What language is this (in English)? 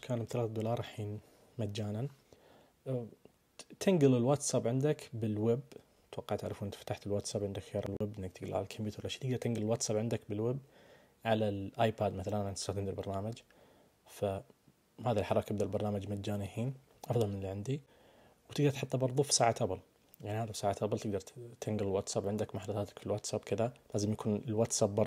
Najdi Arabic